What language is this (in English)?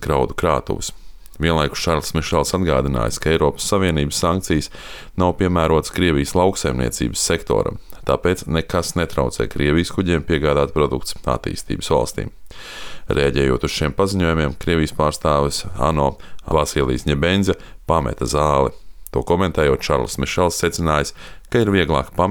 Latvian